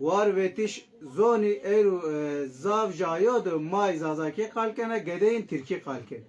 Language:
Zaza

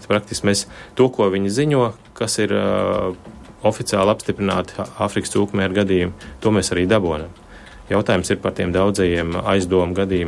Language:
Latvian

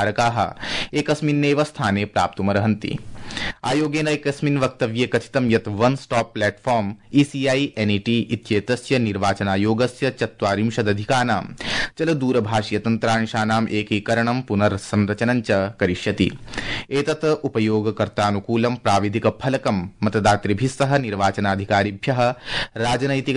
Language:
Sanskrit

